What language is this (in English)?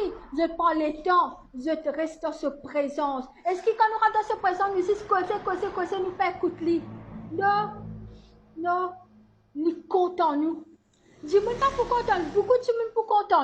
Morisyen